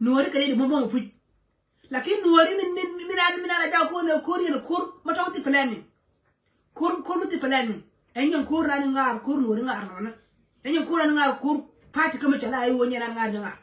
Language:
Nuer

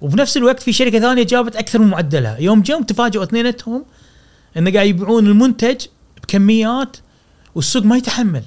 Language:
Gulf Arabic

